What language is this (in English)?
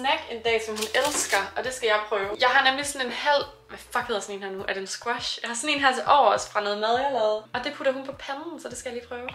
Danish